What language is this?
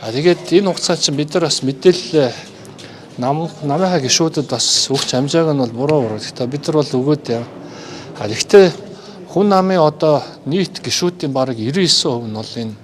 Mongolian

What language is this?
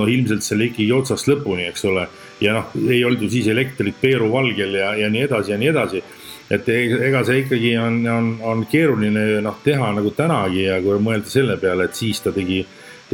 Estonian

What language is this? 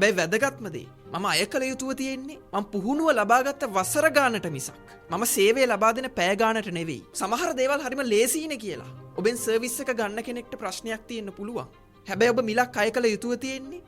Sinhala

